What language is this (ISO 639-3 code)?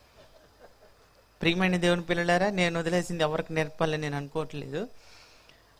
tel